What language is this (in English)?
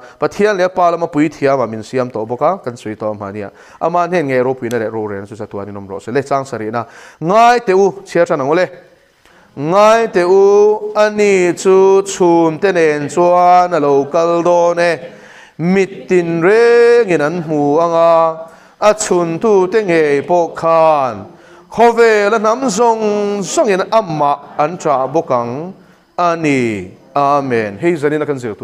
Mizo